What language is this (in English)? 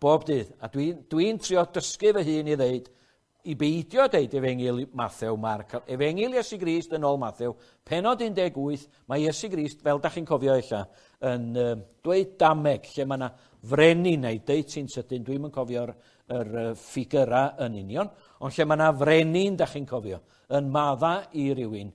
Welsh